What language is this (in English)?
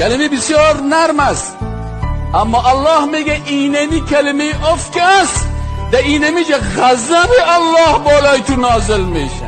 Persian